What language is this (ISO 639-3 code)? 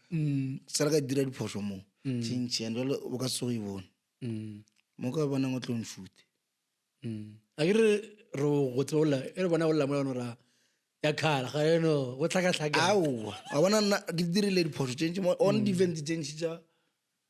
nso